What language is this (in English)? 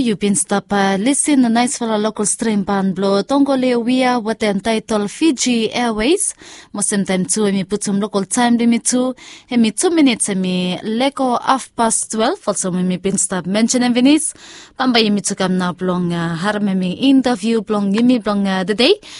Bislama